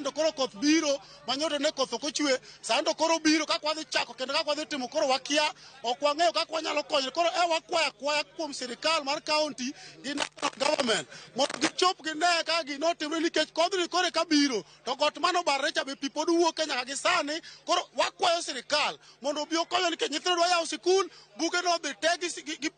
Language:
Luo (Kenya and Tanzania)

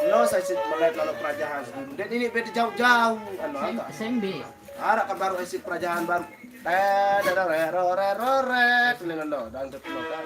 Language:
Sasak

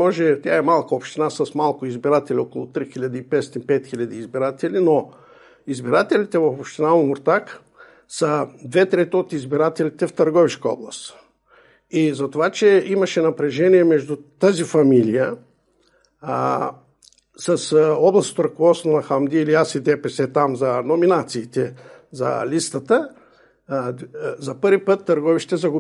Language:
Bulgarian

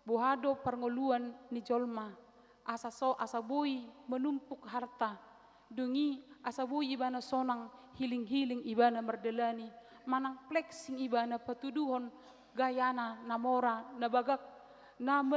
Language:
Batak Toba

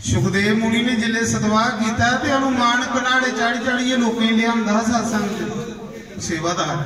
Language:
Dogri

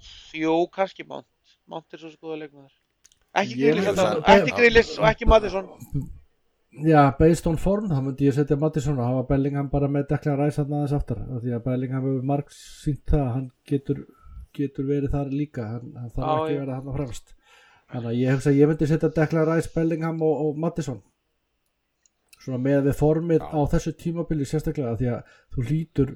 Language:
Icelandic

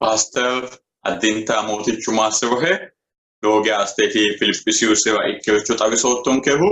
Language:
Sidamo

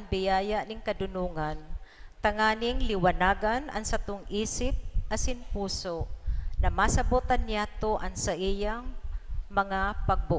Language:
Bikol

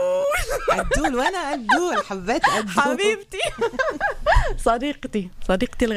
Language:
North Levantine Arabic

